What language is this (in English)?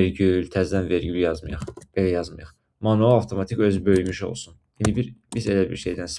Azerbaijani